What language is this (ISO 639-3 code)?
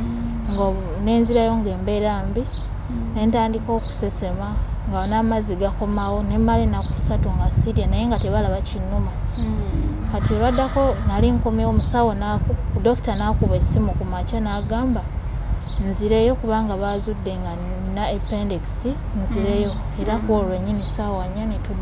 lug